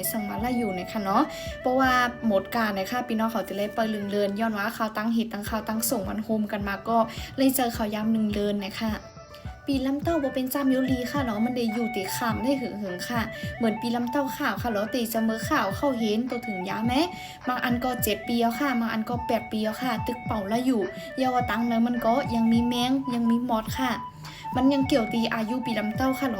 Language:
Shan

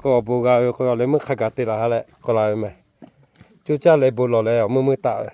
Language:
Lahu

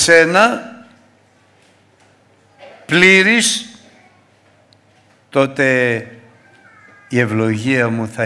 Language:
Greek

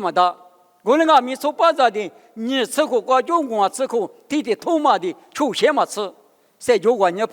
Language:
Lisu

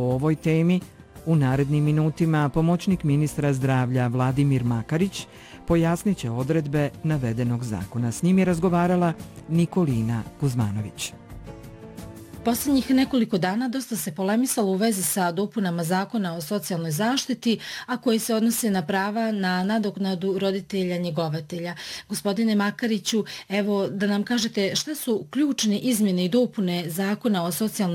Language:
Bosnian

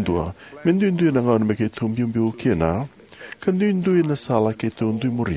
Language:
Fijian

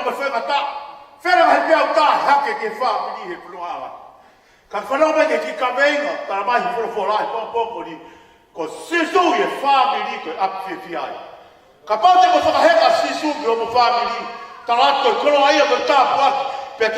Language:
Tongan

